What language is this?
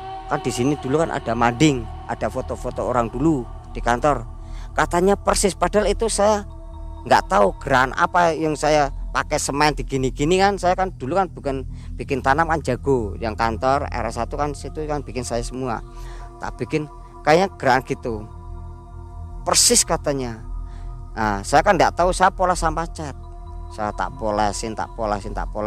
Indonesian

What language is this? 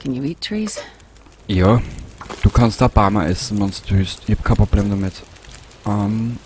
Bavarian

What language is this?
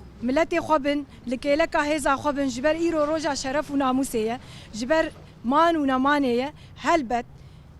Kurdish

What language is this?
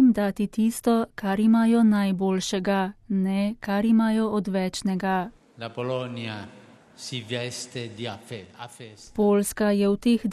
Slovenian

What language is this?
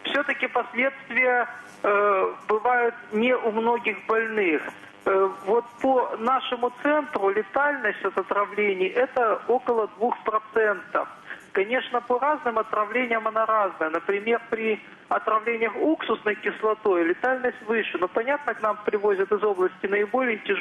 Russian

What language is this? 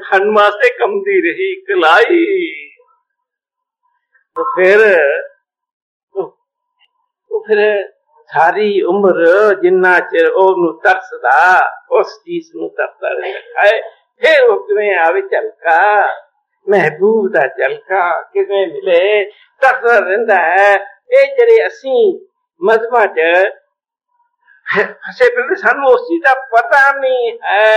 Punjabi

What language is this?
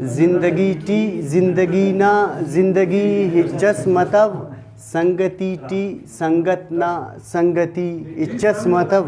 Brahui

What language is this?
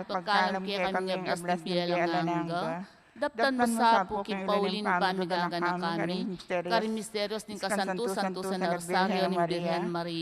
Pampanga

